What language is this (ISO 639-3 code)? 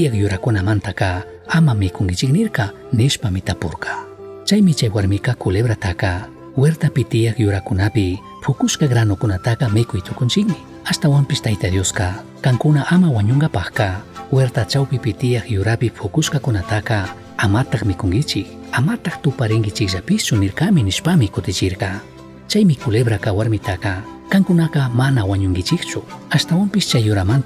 qug